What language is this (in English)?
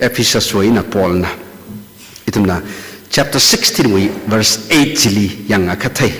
Tangkhul Naga (India)